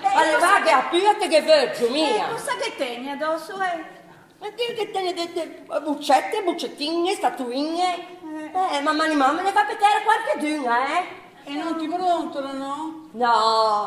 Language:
Italian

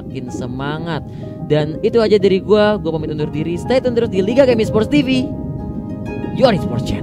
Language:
Indonesian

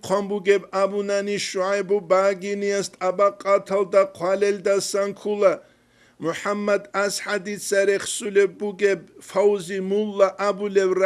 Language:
Avaric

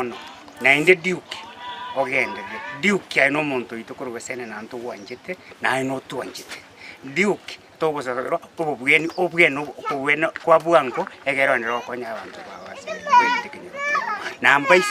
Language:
Gusii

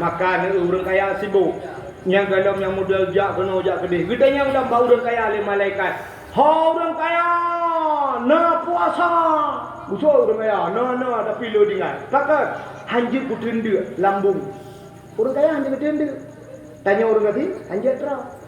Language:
Achinese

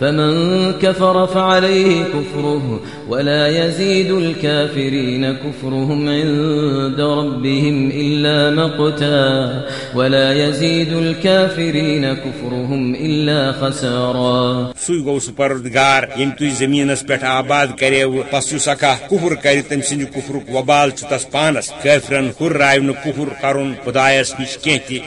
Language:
Kashmiri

